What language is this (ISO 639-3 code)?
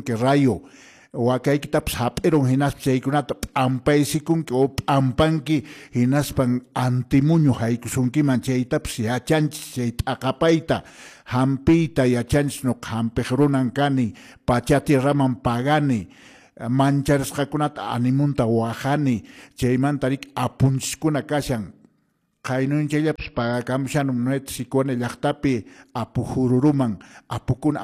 que